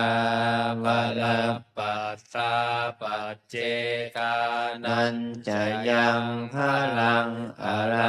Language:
Pali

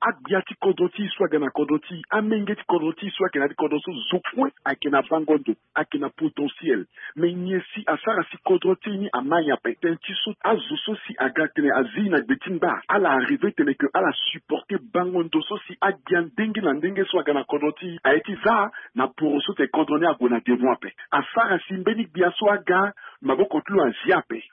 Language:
Sango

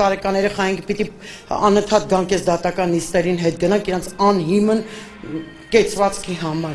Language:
Armenian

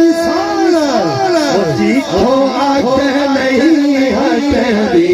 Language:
Pahari-Potwari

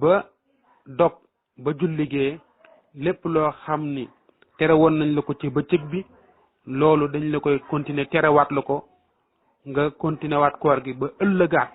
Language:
Wolof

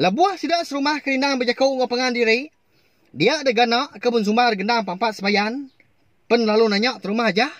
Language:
Iban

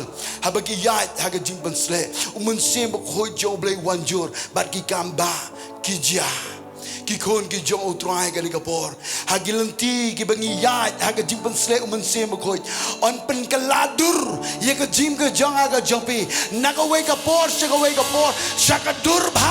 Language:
Khasi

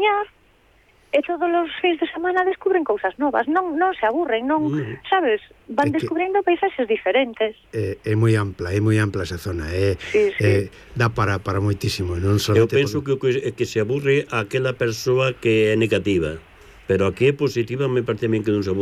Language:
Galician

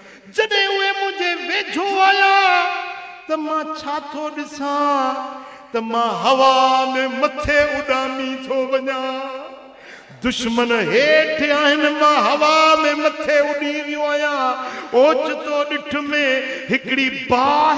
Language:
Sindhi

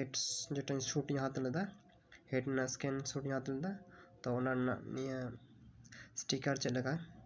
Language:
Santali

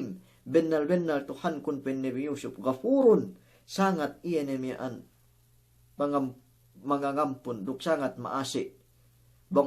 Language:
Yakan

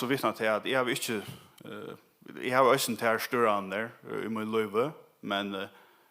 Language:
Faroese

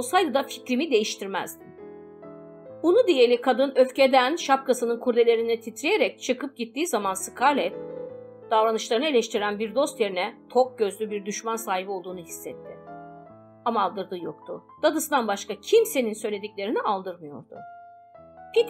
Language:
Turkish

